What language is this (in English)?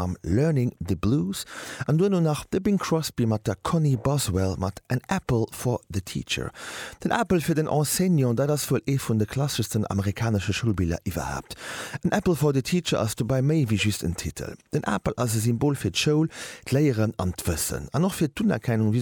Luxembourgish